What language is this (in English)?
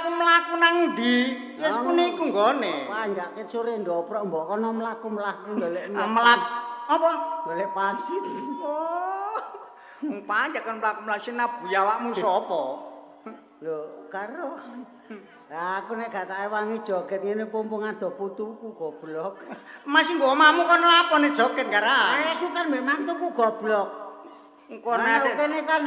Javanese